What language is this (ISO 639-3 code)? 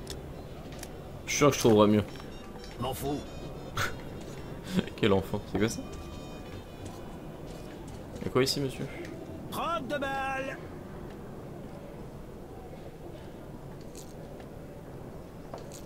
fra